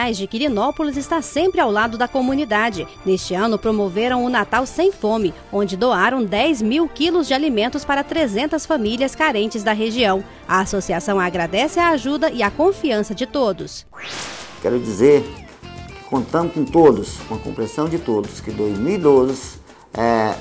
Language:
Portuguese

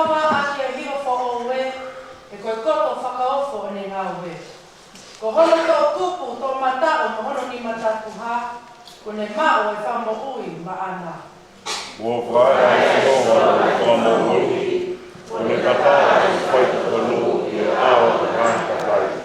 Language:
Tongan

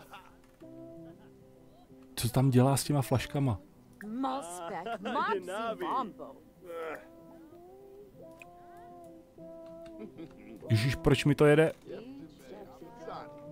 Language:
Czech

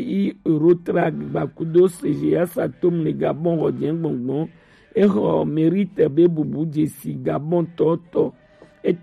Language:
Gen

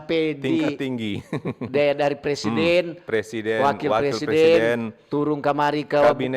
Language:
Manado Malay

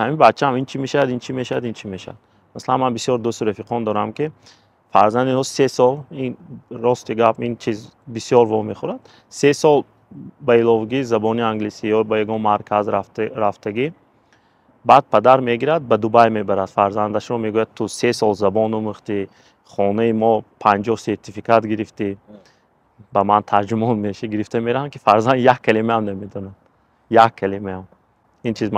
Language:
Tajik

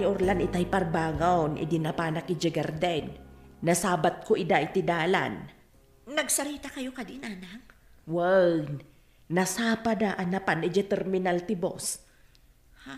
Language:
Iloko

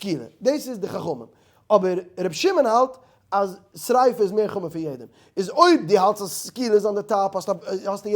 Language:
Yiddish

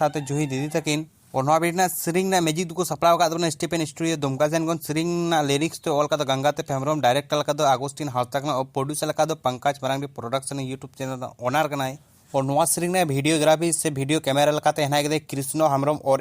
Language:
Santali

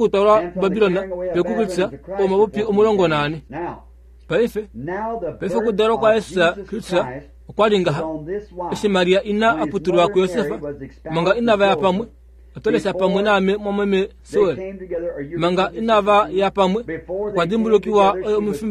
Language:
Kuanyama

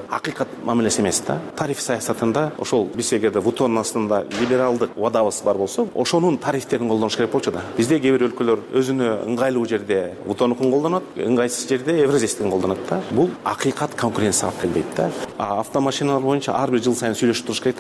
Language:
Kyrgyz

